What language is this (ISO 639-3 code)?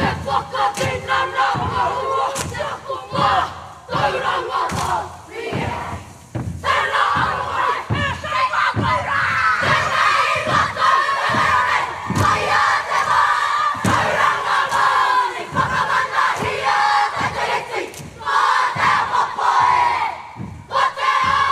mri